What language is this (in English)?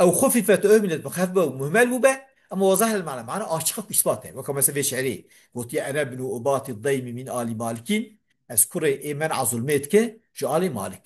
Kurdish